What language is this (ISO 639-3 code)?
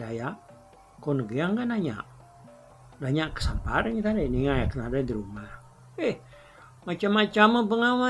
iba